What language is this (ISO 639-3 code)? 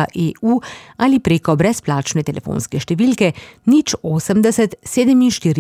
slv